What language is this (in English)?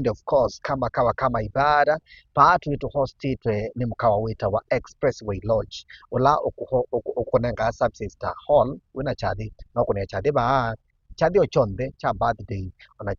Kamba